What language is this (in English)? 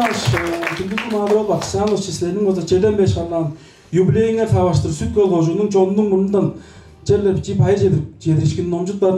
Tuvinian